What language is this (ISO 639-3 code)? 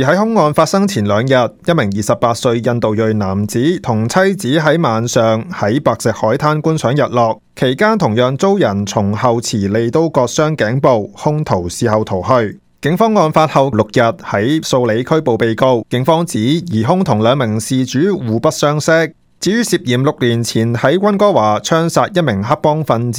yue